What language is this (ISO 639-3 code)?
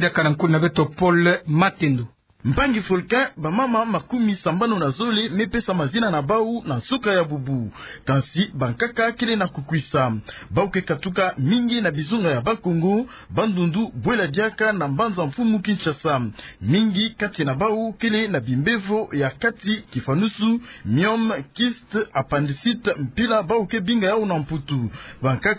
ktu